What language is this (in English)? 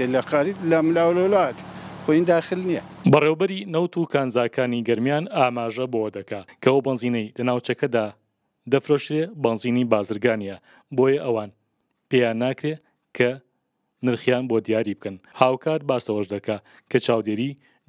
Central Kurdish